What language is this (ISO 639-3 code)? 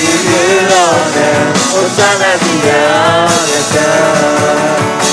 ahk